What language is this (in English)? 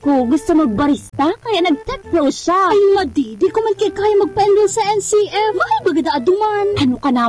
Filipino